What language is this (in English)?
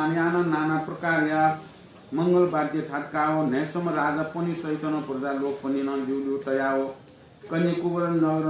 Newari